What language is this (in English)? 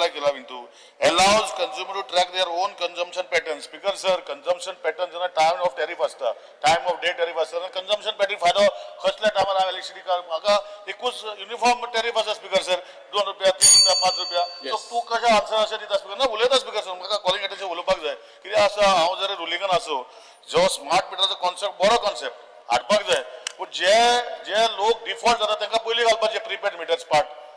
Konkani